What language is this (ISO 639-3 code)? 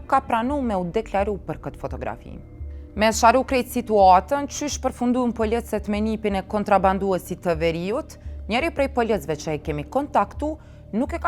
sqi